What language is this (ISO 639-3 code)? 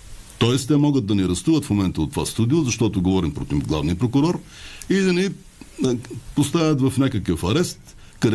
bul